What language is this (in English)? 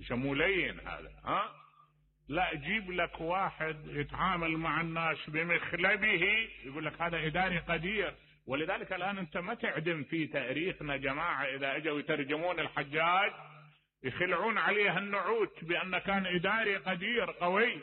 Mesopotamian Arabic